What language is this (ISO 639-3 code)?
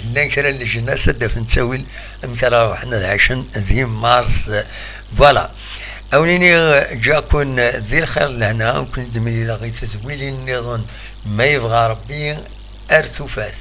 kab